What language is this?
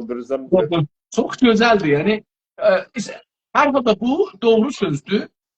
South Azerbaijani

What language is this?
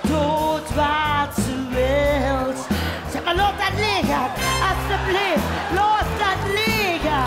Limburgish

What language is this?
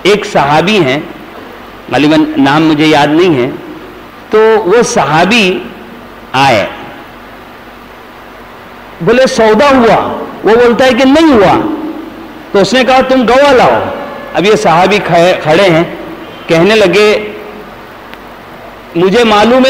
Urdu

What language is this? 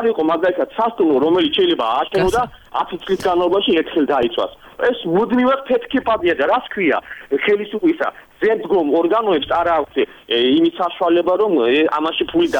Georgian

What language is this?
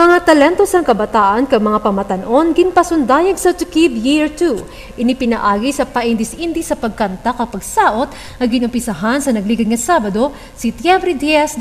Hiligaynon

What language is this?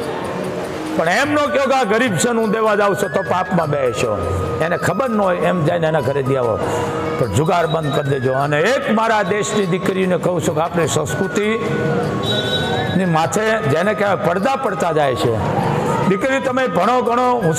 Gujarati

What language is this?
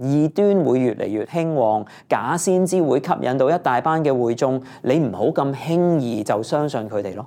Cantonese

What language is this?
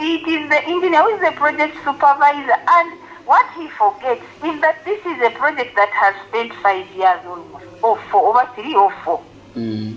Nyankole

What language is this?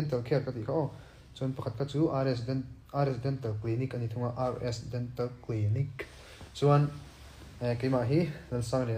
Mizo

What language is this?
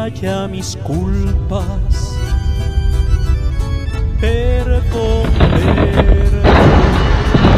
Spanish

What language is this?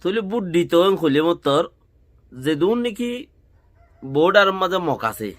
Rohingya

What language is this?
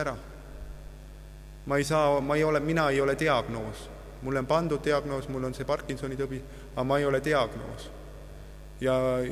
Estonian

